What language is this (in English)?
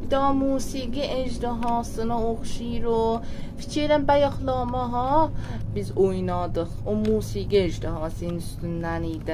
South Azerbaijani